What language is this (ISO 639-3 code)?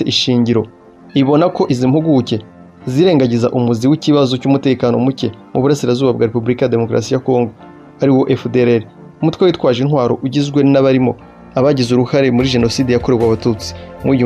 kin